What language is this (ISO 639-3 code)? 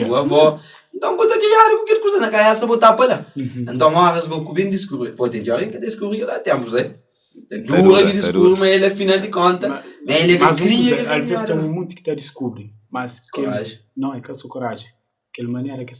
kea